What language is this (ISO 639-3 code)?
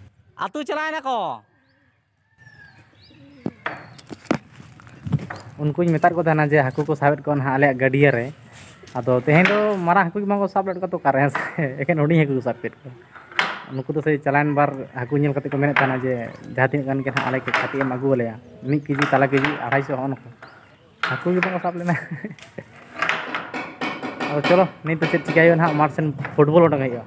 sat